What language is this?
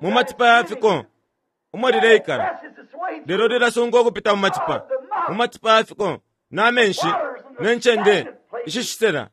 Bemba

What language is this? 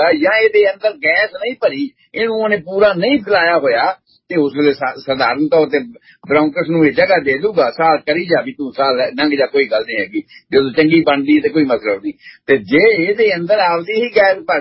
Punjabi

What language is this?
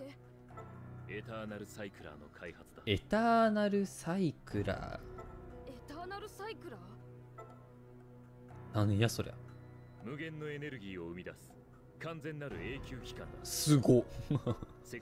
Japanese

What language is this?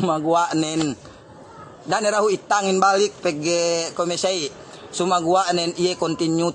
Yakan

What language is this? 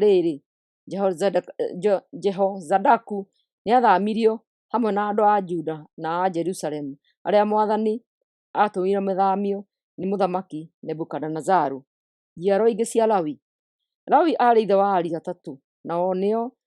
Kikuyu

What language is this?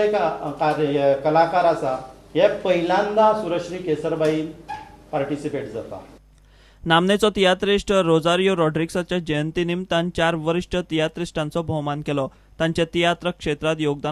Konkani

